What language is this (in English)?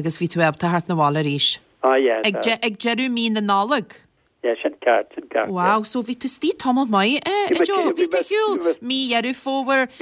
Irish